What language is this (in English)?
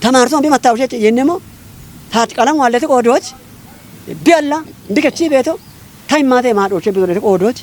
Kafa